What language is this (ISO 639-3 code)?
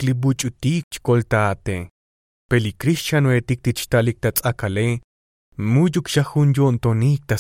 tzo